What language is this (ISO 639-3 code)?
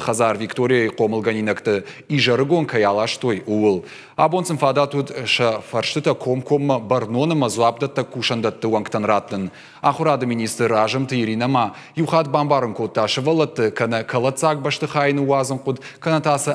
oss